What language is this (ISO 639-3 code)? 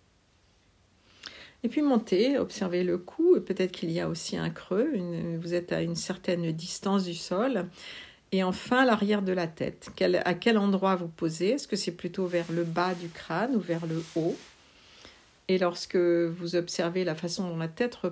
fra